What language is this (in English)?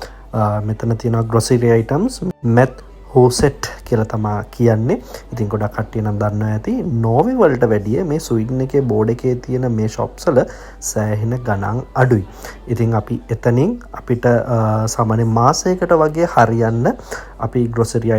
Sinhala